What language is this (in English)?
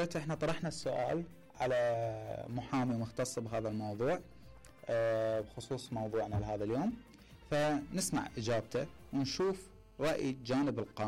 Mesopotamian Arabic